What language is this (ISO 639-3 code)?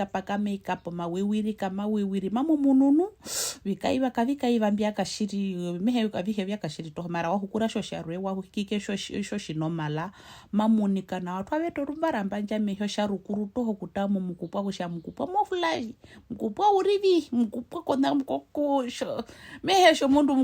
her